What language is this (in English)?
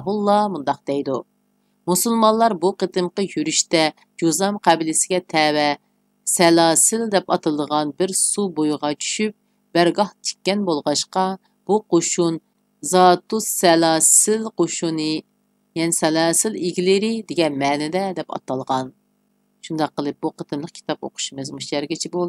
Uyghur